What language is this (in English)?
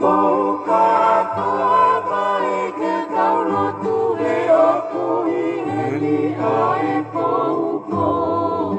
Tongan